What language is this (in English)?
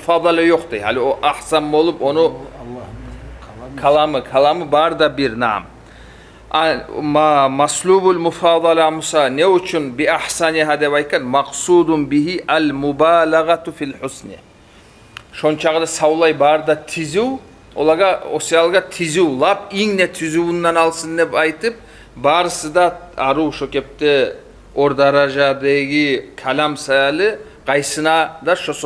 Kumyk